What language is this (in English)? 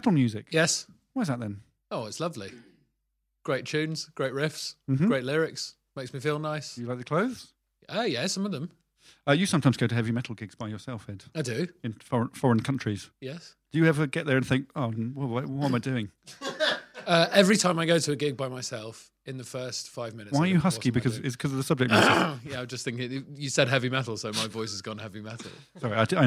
English